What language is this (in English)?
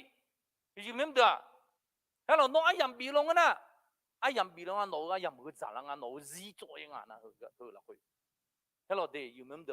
Akha